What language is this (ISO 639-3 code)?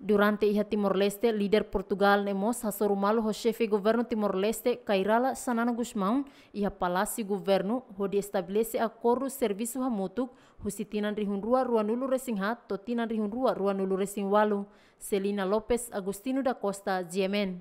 tet